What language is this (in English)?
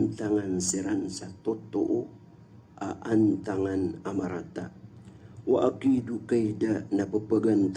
Maranao